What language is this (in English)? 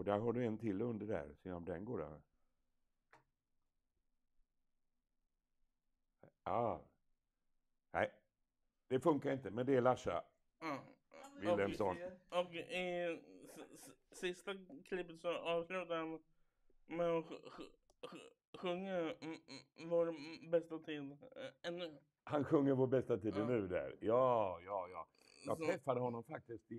Swedish